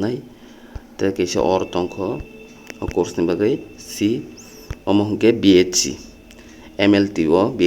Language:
Kok Borok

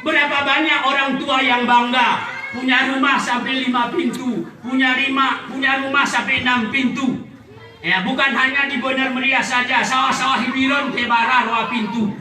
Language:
Gayo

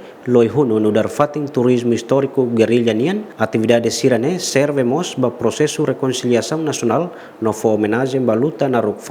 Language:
Tetum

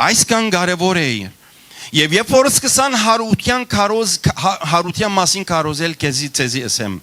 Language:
Western Armenian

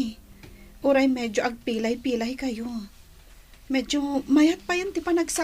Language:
Iloko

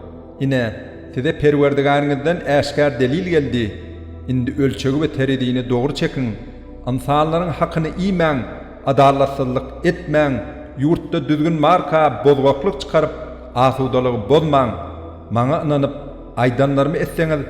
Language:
Turkmen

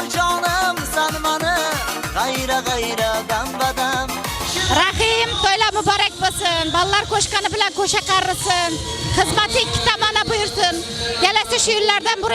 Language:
Kara-Kalpak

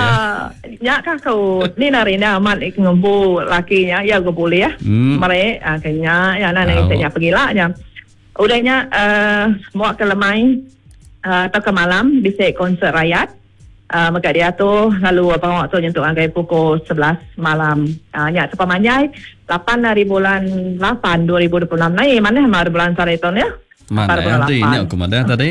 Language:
Iban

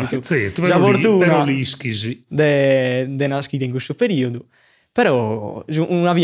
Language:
Sardinian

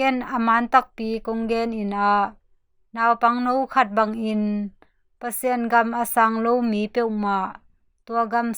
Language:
Tedim Chin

